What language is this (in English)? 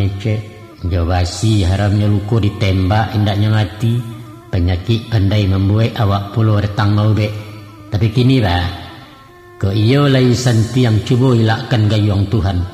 Minangkabau